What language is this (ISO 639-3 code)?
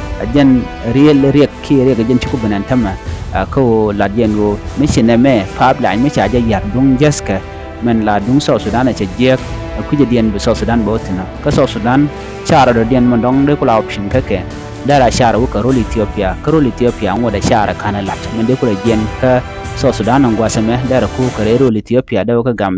nus